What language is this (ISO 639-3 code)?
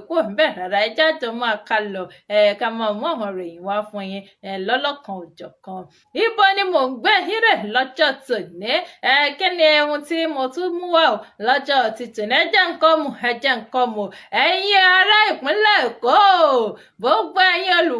yor